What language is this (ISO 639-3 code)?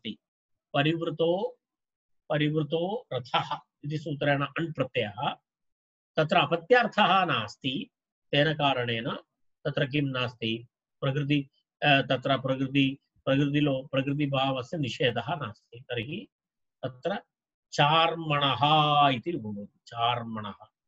san